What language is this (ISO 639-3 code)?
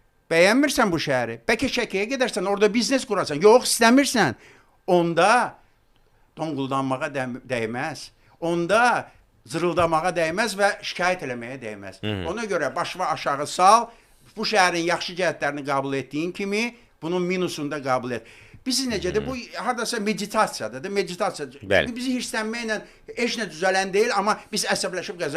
aze